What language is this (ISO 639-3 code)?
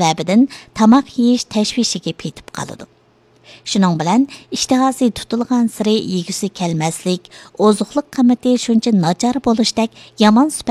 uig